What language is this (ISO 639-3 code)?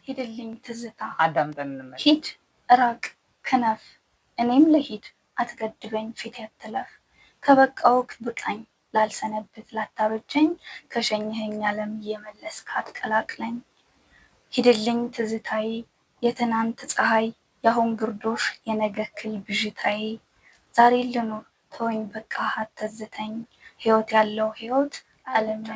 amh